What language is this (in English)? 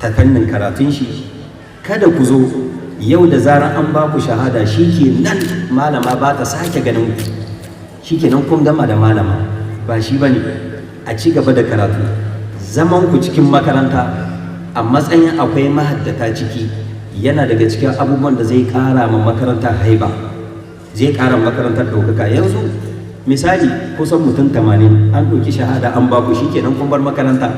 Hausa